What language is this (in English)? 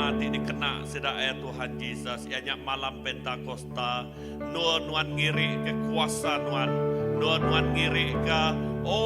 Iban